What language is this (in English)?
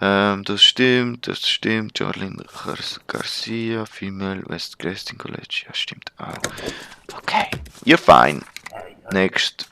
Swiss German